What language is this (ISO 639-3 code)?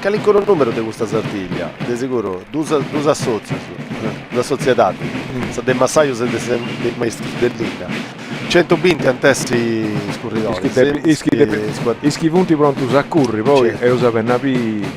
srd